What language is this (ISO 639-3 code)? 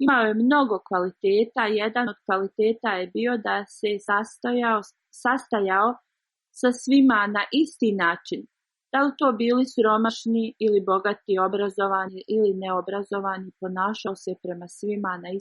bos